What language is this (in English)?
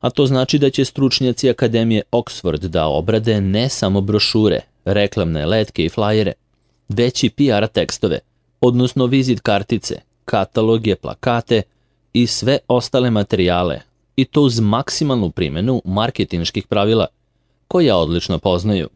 Serbian